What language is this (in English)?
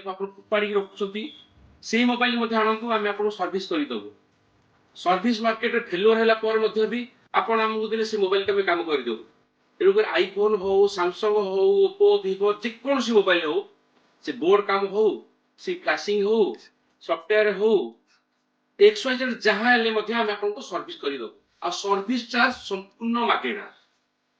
Odia